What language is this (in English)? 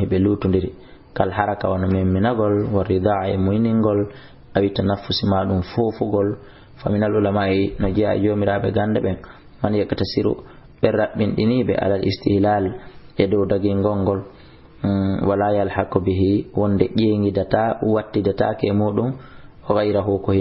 Fula